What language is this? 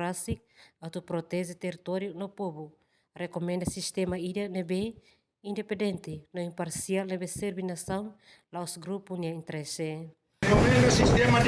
Tetum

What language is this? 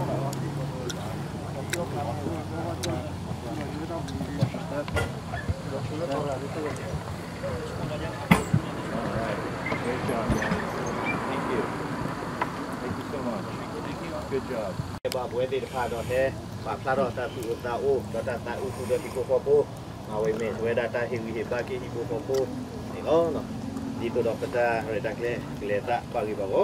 S'gaw Karen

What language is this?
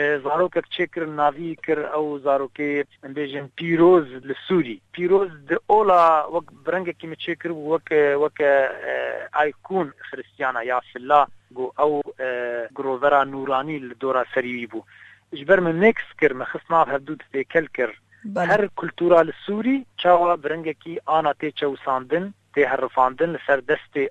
Kurdish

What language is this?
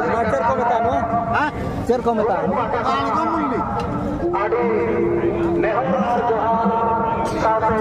Santali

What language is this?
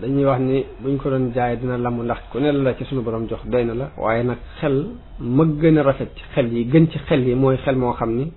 Wolof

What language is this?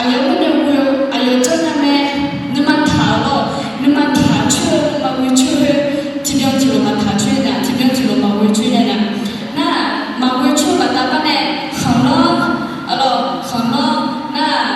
Akha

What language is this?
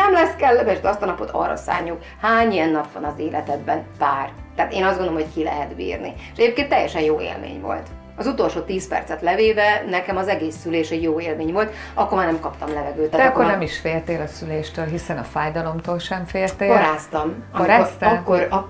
Hungarian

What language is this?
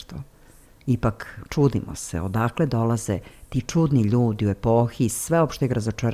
Serbian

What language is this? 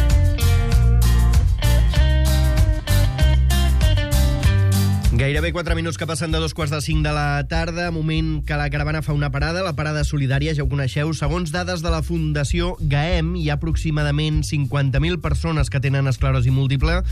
Catalan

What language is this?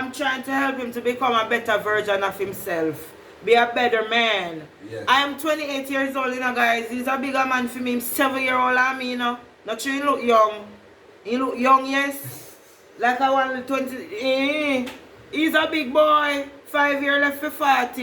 Jamaican Creole English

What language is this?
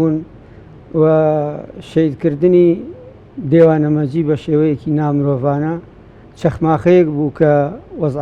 Central Kurdish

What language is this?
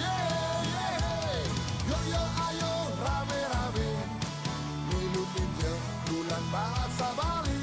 Balinese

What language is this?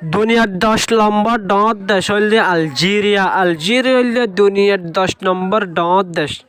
Rohingya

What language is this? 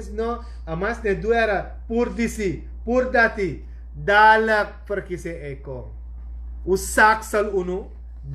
Sranan Tongo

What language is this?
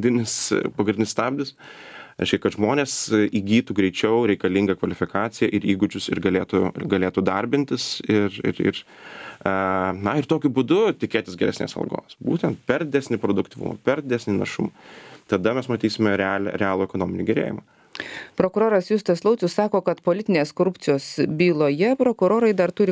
Lithuanian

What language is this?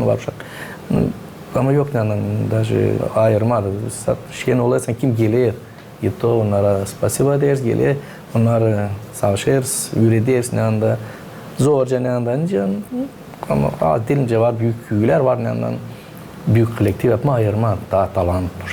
Gagauz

